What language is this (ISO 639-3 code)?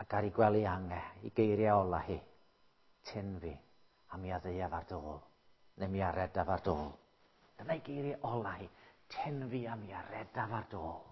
cym